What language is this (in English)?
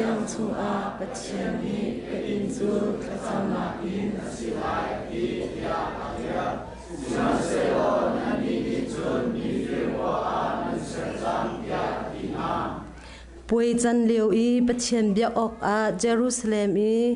Hakha Chin